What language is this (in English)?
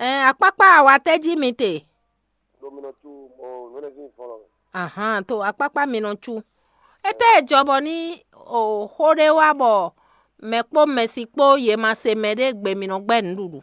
Fon